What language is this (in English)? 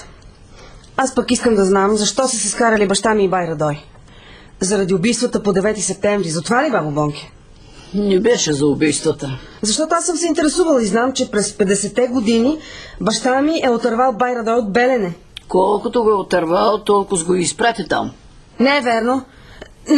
Bulgarian